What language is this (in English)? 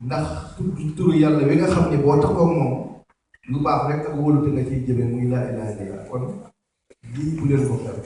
Wolof